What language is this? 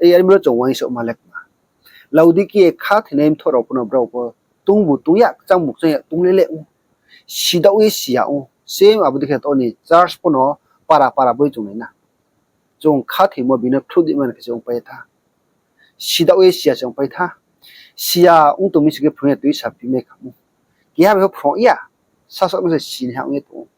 Riang (India)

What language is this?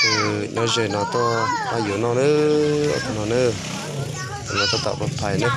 Hmong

